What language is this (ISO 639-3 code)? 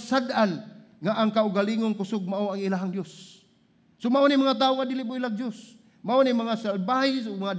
ceb